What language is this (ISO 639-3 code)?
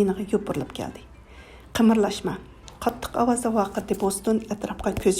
uig